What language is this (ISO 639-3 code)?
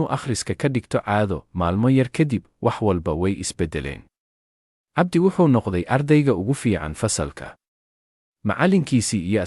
som